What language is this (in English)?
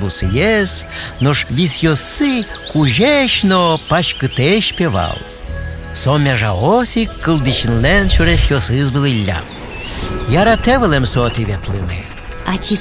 Udmurt